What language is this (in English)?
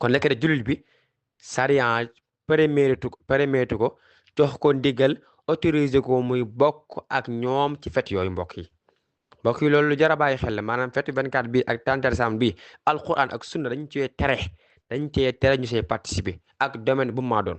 Wolof